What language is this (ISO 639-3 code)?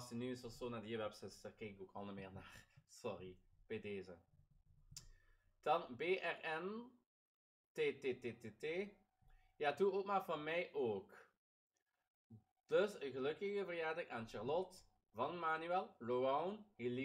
nld